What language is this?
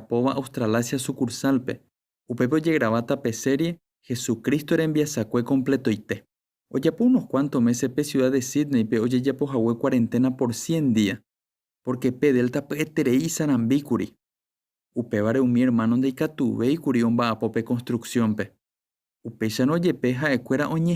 Guarani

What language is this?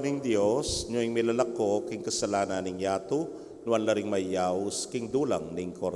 Pampanga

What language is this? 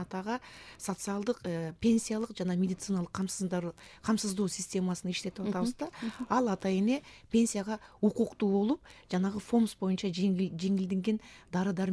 Kyrgyz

